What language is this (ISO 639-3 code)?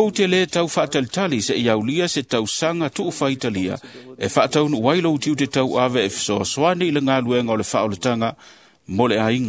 smo